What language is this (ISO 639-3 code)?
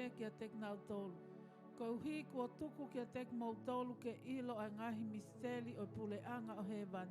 ton